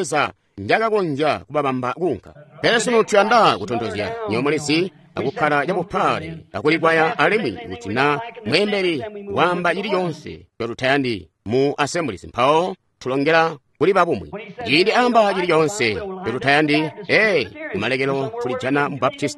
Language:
Tonga (Zambia)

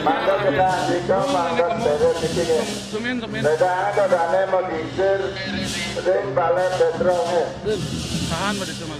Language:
Balinese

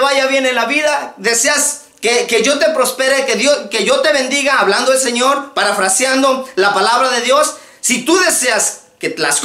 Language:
Spanish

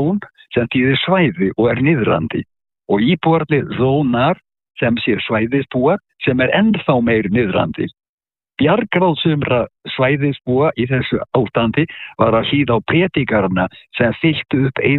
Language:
Icelandic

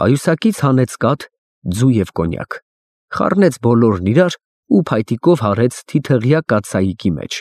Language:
Armenian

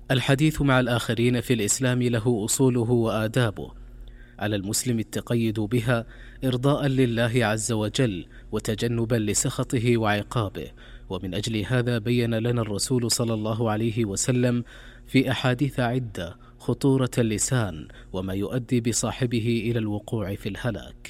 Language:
Arabic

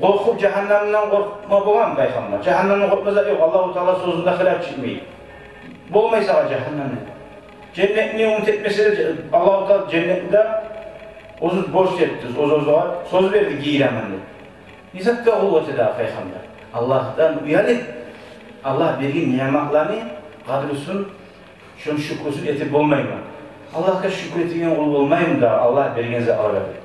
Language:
Kumyk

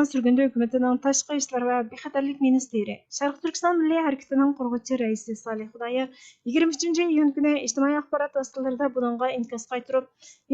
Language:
Uyghur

